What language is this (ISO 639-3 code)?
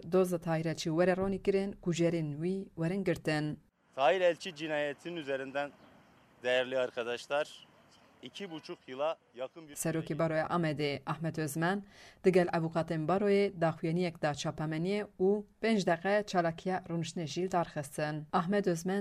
kur